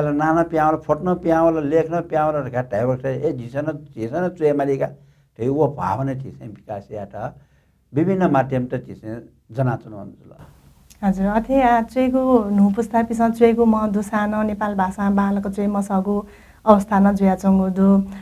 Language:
Newari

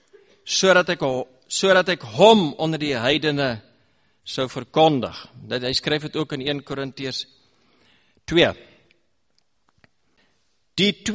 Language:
Afrikaans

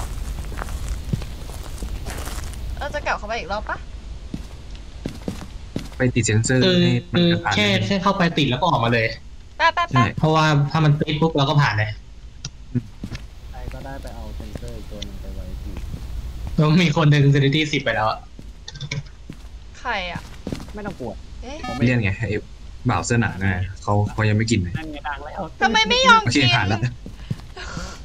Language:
Thai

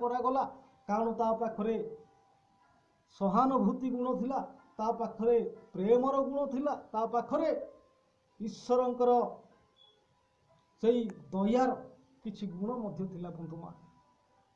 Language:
Odia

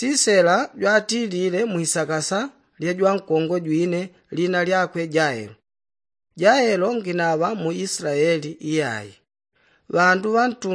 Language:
Yao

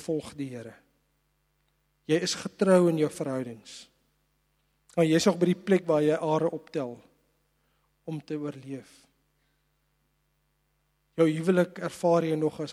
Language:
Afrikaans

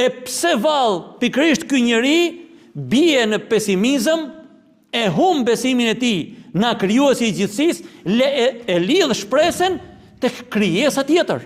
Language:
Albanian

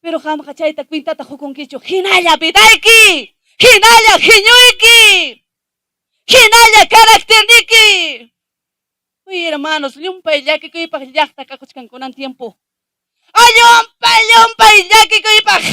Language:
Ayacucho Quechua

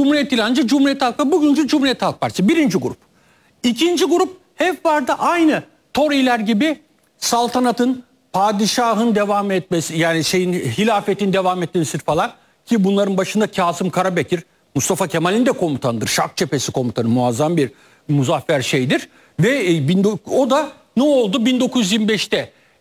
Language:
Turkish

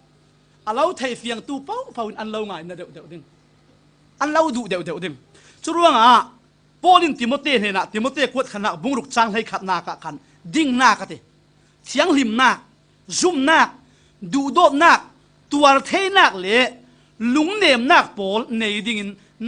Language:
Falam Chin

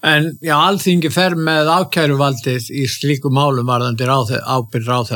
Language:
Icelandic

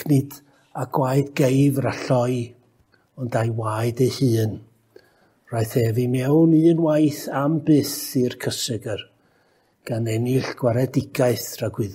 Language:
Welsh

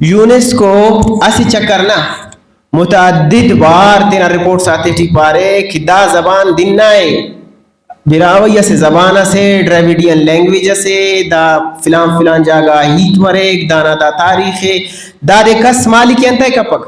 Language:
Brahui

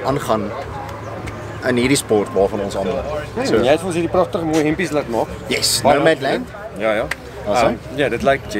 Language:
Afrikaans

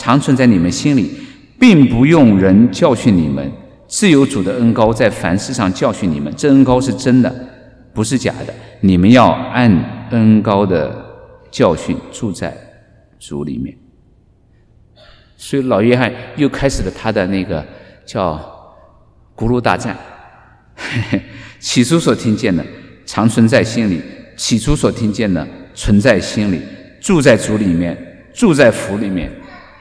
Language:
Chinese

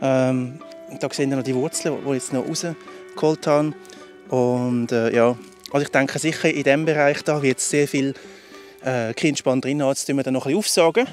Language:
Swiss German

